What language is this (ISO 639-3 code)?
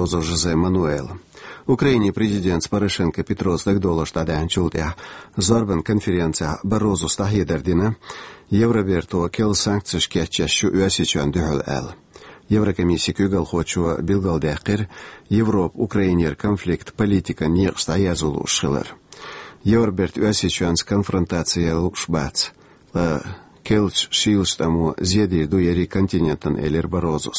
che